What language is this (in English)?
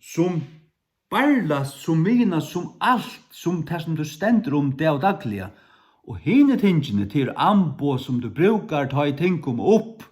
Faroese